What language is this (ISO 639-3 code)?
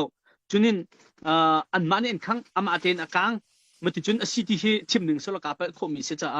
cnh